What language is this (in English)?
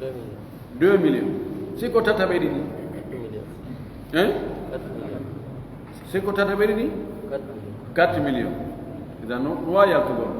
Pular